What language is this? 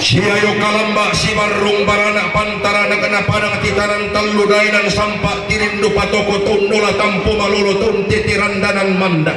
Toraja-Sa'dan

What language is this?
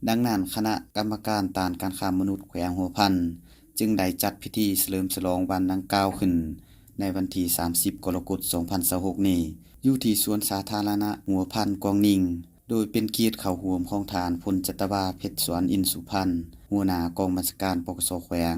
Lao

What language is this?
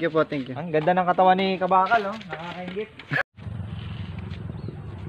Filipino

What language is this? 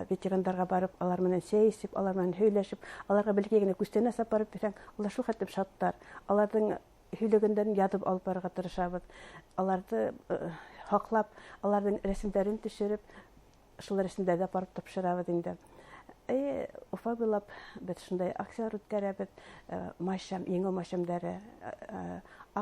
Bashkir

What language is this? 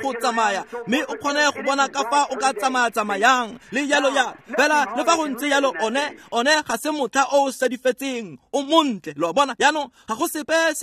Tswana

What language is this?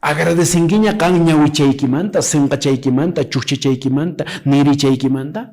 Quechua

